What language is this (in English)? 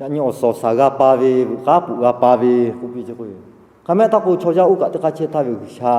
Lahu